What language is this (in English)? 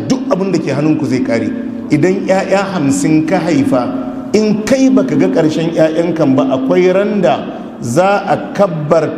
Hausa